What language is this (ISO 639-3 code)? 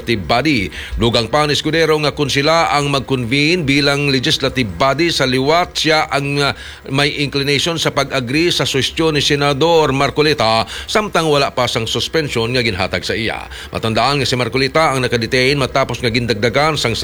hil